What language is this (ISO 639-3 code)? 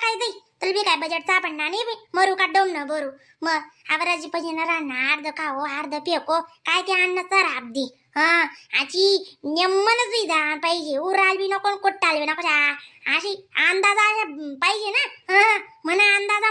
khn